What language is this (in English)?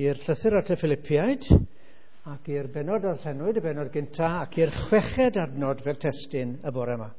Welsh